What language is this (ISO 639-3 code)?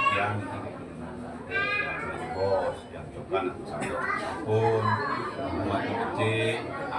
ban